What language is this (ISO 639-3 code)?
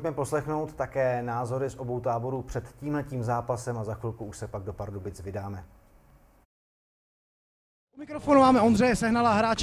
ces